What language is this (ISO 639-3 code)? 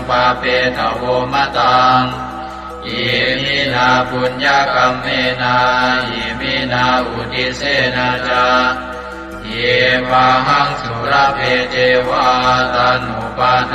pli